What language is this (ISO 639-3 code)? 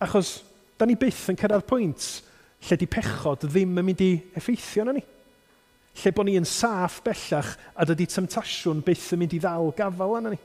cym